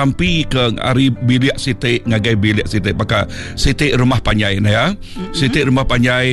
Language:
Iban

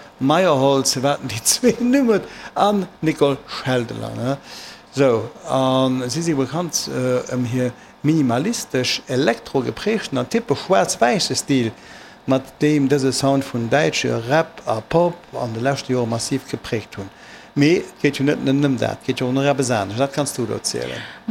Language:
Luxembourgish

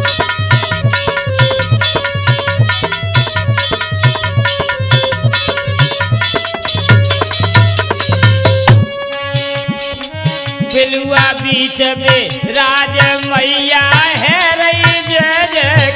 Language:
Bhojpuri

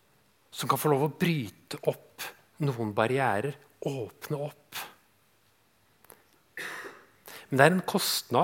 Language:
Norwegian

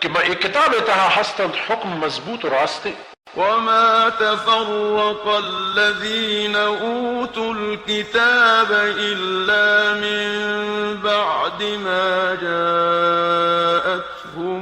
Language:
Baluchi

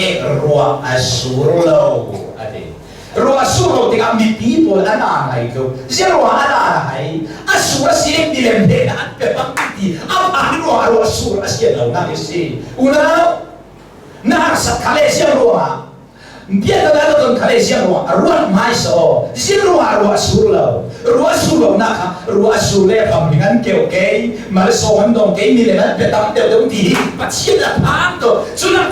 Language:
Hakha Chin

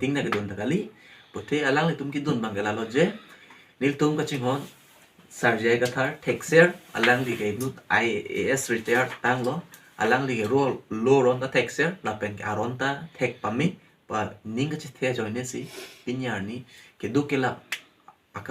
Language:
Karbi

